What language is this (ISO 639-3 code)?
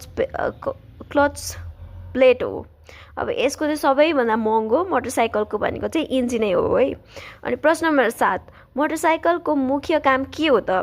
nep